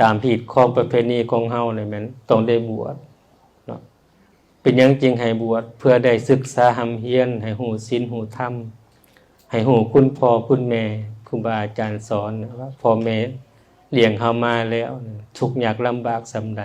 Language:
Lao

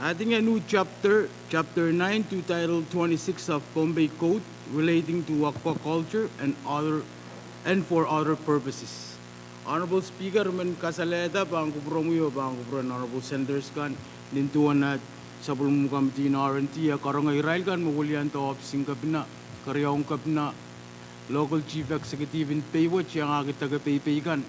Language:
Pohnpeian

